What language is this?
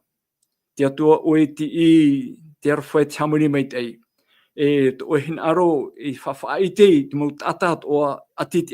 Tahitian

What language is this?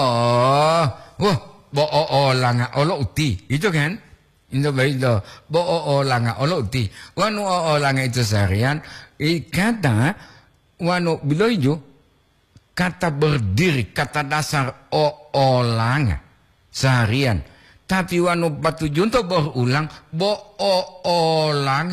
Gorontalo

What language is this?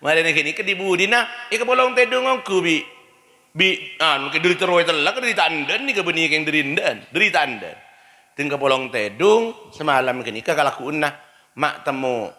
Madurese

